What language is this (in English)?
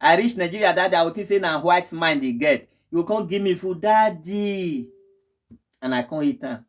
Nigerian Pidgin